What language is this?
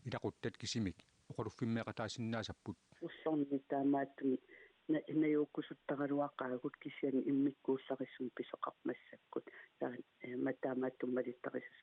Kalaallisut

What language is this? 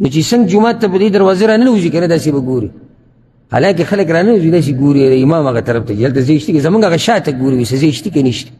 Pashto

